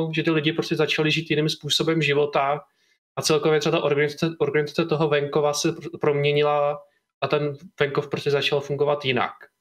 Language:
Czech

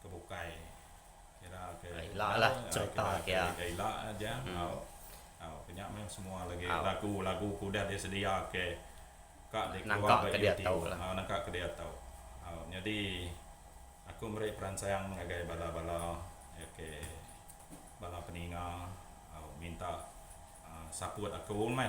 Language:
Iban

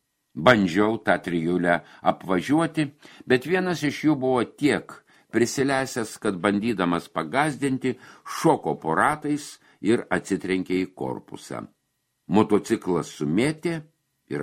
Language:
Lithuanian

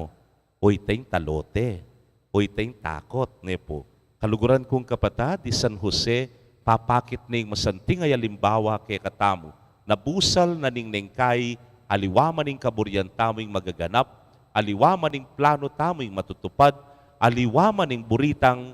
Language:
Pampanga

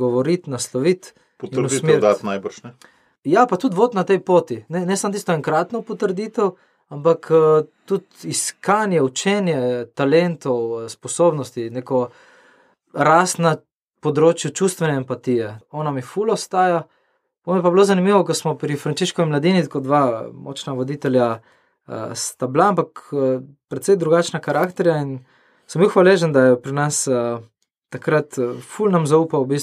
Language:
Slovenian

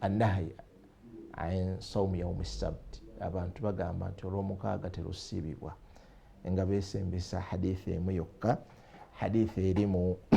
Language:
Ganda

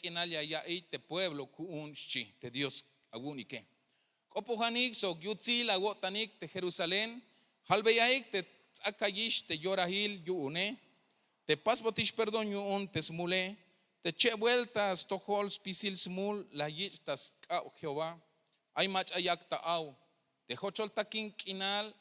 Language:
Tzeltal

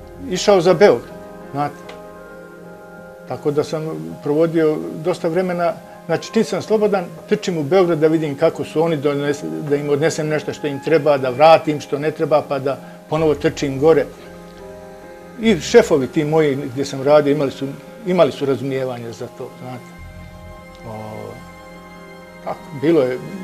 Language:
Serbian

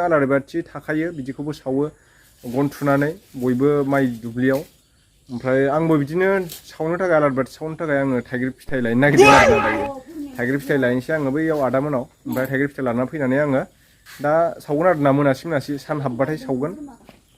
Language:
Bodo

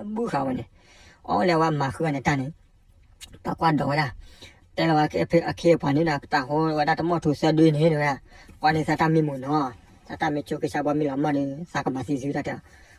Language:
S'gaw Karen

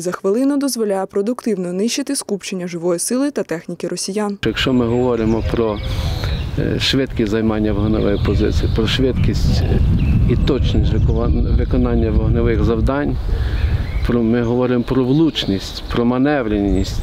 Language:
Ukrainian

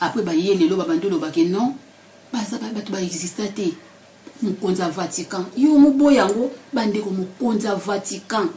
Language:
Lingala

